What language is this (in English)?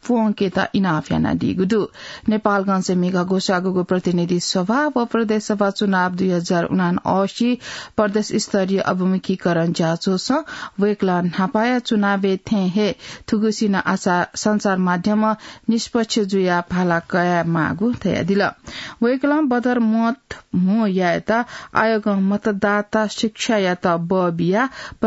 Newari